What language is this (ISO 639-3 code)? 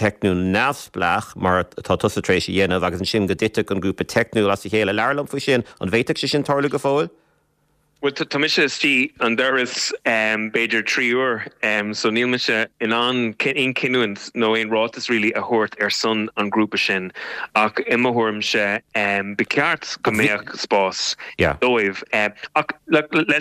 gle